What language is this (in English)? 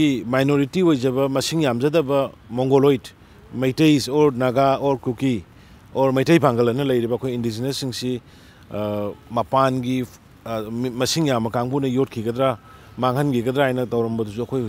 Manipuri